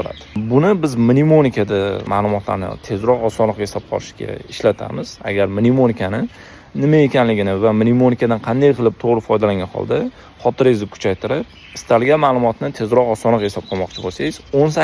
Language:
Uzbek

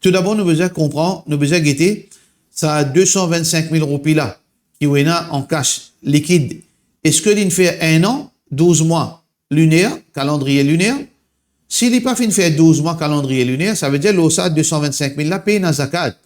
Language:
Morisyen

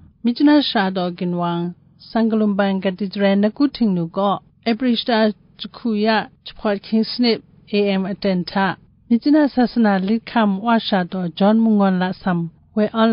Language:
Kachin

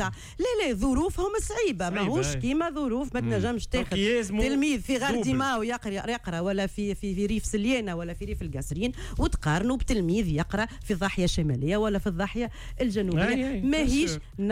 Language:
Tunisian Arabic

